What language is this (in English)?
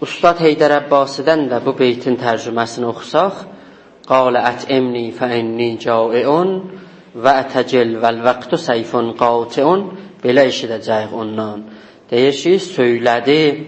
South Azerbaijani